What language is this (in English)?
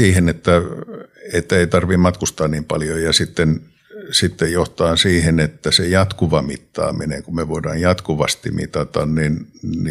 Finnish